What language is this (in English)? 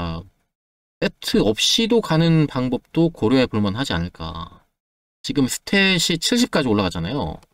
Korean